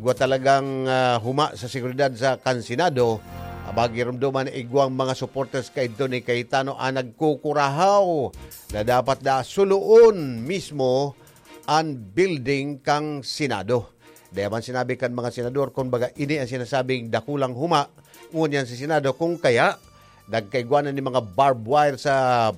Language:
Bikol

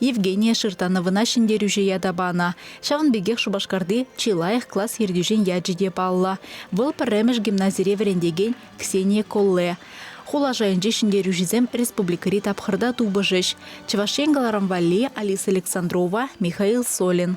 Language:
Chuvash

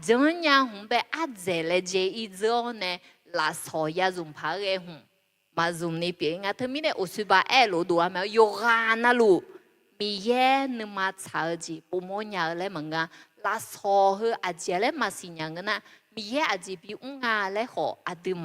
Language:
Akha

